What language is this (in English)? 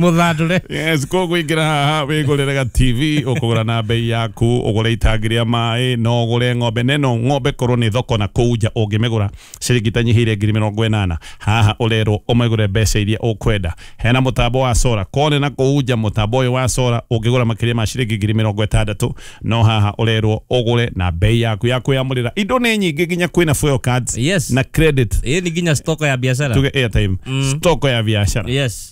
Kikuyu